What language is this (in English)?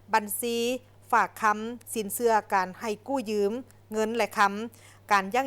Lao